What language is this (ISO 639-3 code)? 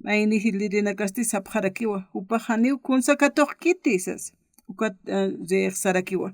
aym